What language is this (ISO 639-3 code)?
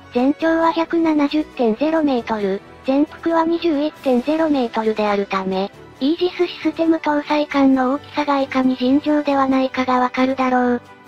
jpn